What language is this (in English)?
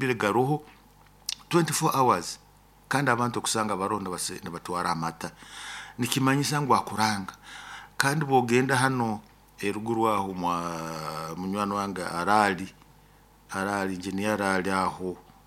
Nyoro